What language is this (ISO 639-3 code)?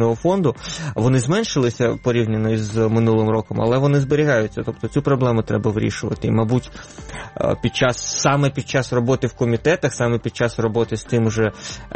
ukr